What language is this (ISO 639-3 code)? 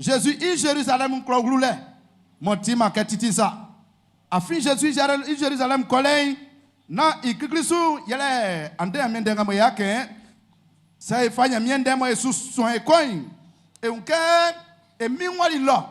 bci